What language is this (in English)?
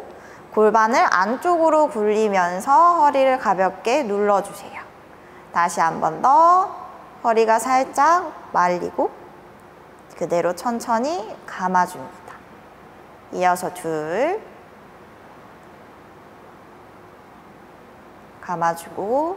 Korean